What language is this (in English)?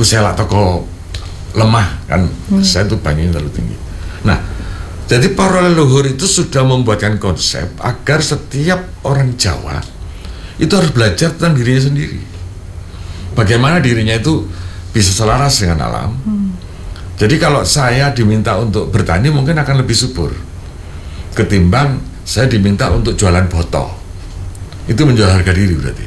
Indonesian